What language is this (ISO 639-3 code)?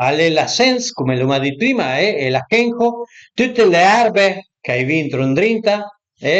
pms